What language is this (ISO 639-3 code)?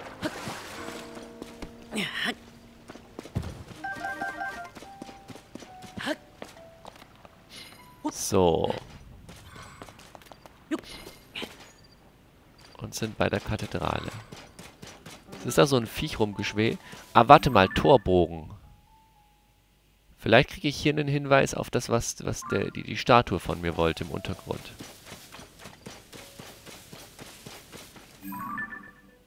deu